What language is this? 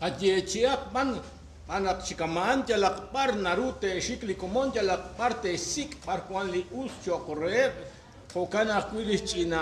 Kekchí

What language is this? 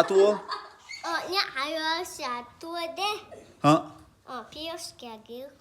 Chechen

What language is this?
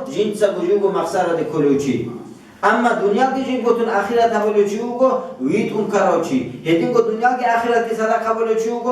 Avaric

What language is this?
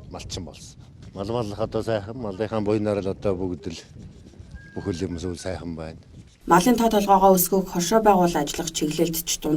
Mongolian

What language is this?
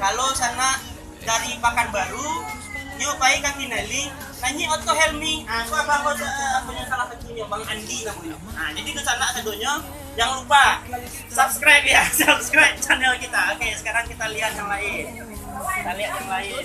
Minangkabau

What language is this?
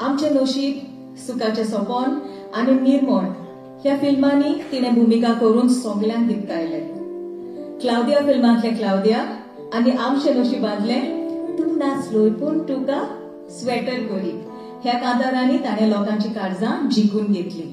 Konkani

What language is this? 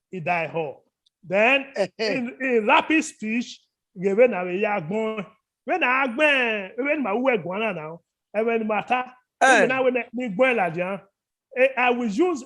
Bini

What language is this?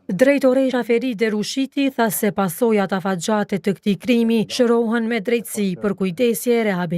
Albanian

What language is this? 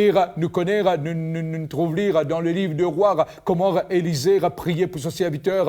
Morisyen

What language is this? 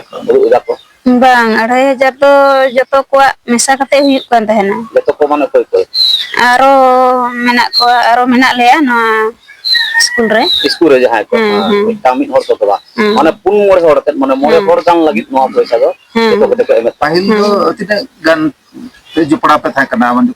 Santali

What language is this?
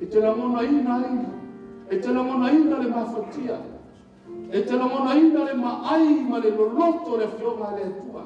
Samoan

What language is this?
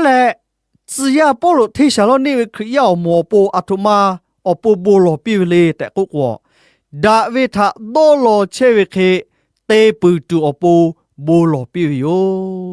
Lahu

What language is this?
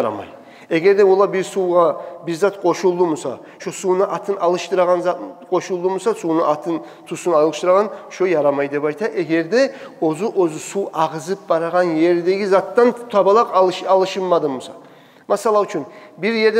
Kumyk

